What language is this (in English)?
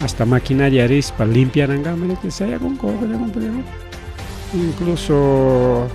Ayacucho Quechua